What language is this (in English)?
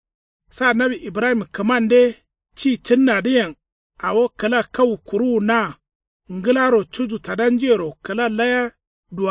Kanuri